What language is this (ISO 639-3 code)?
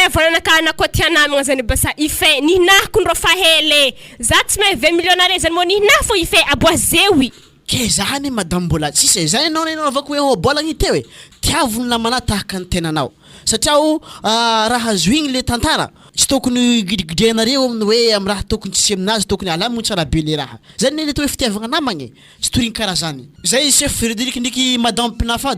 mlg